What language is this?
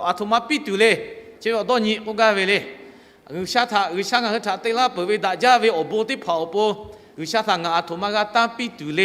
Lahu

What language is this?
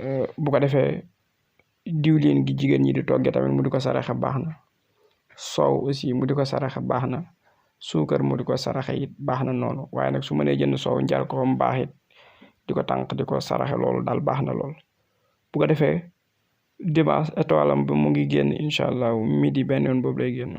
Wolof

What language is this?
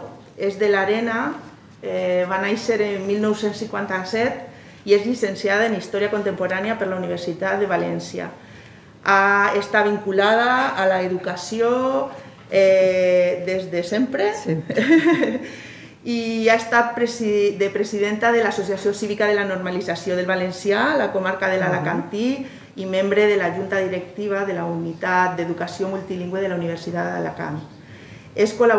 Catalan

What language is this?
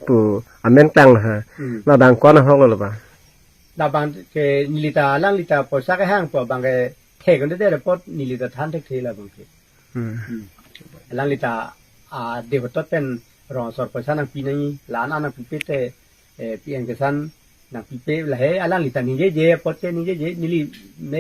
Karbi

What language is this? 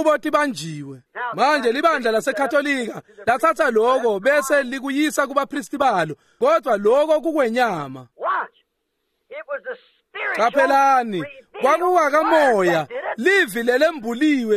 Swati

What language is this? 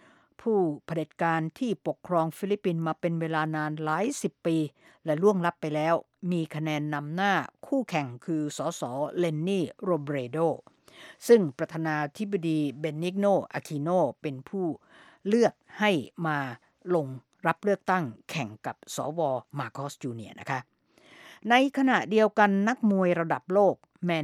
Thai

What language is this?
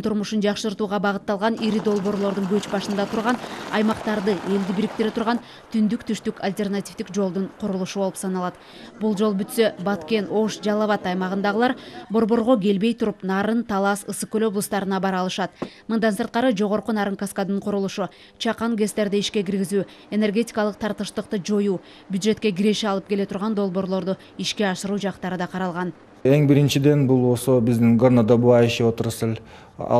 Kyrgyz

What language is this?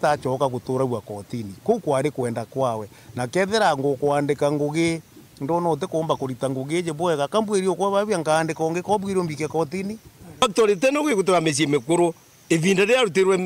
Meru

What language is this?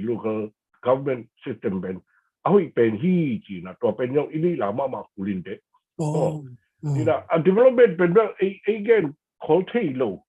Tedim Chin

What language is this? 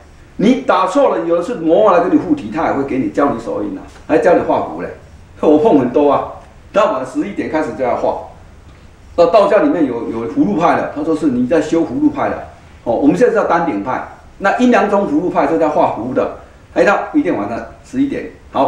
Chinese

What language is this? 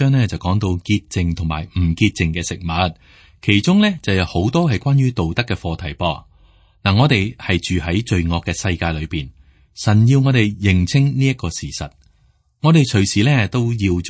Cantonese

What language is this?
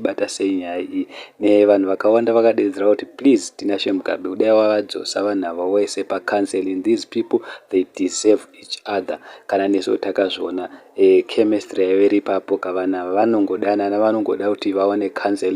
Shona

